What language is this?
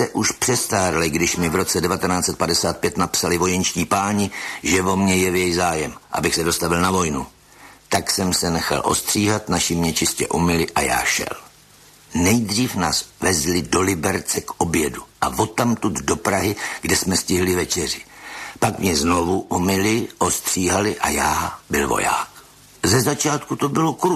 Czech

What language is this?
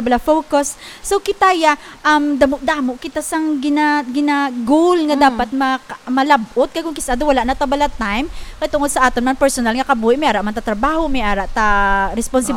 Hiligaynon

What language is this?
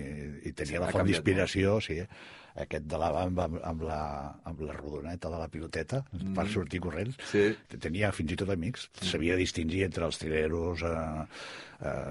Catalan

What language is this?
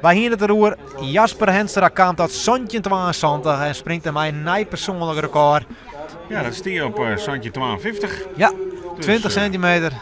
Western Frisian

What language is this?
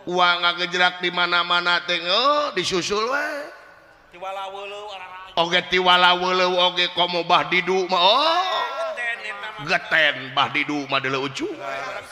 Sundanese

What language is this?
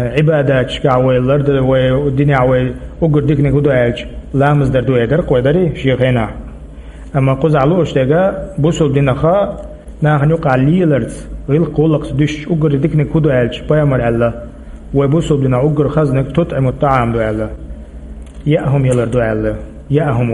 Chechen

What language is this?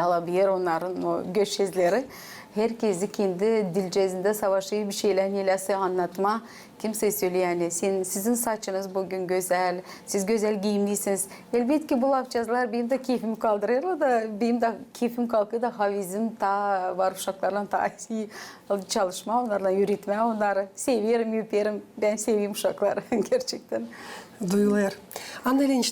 Gagauz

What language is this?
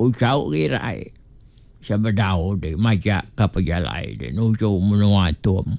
Iban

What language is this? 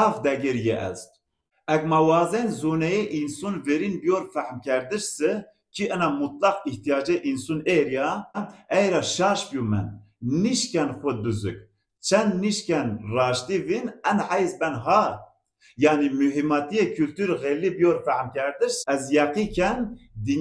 Zaza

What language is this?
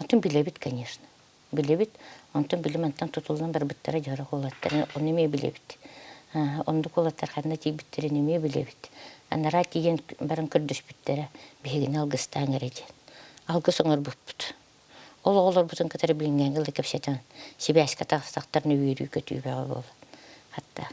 Yakut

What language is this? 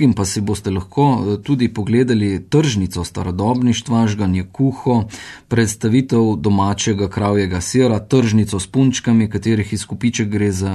Slovenian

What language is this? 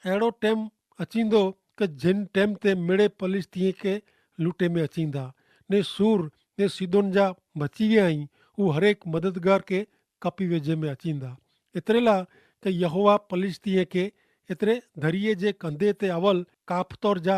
Kachhi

